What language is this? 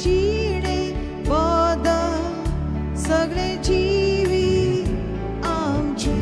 Konkani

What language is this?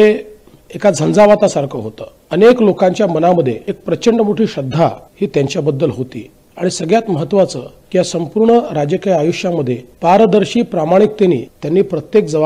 Marathi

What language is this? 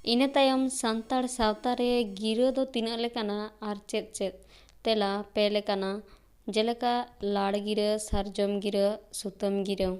Santali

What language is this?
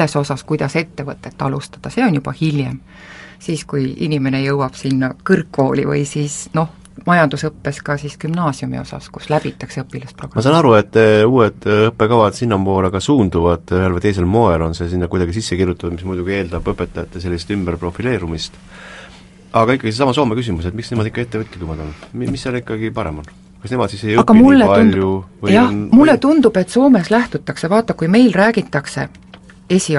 Estonian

